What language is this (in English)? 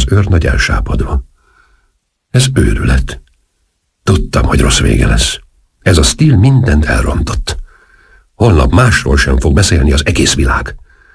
Hungarian